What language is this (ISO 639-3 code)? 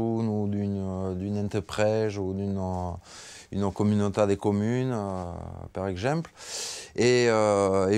oci